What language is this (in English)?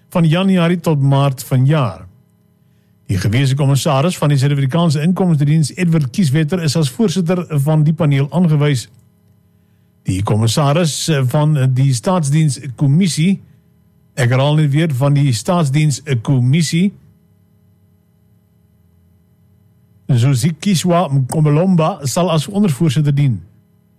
Afrikaans